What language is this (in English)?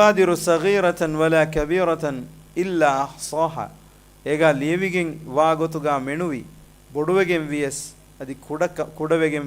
Divehi